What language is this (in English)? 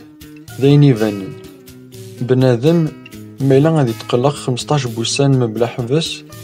Kabyle